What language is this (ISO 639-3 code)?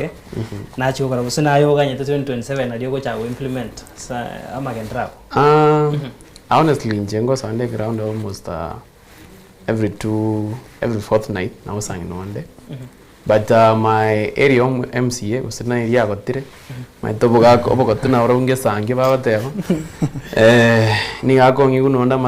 guz